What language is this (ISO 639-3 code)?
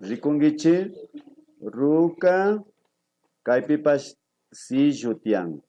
qvi